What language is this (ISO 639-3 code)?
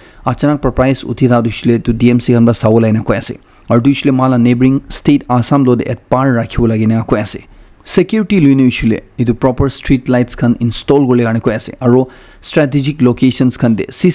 nag